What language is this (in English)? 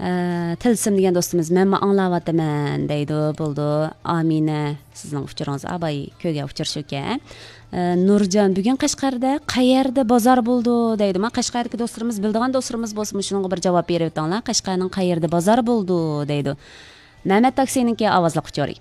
Uyghur